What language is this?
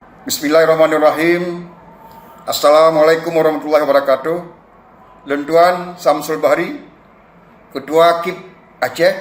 Achinese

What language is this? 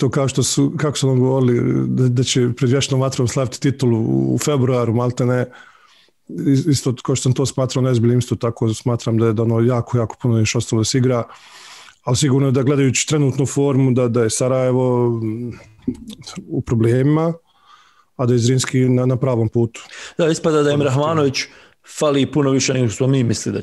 Bosnian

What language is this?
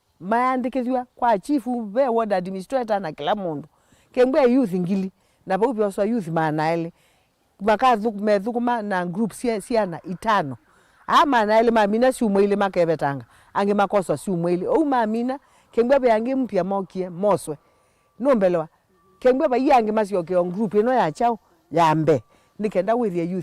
Kamba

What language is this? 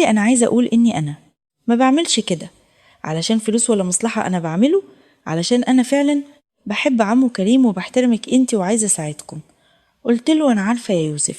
Egyptian Arabic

